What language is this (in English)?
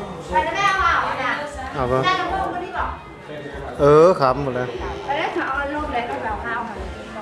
Thai